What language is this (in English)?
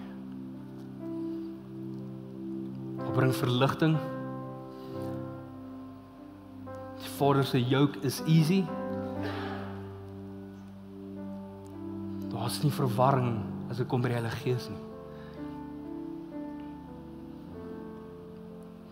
Afrikaans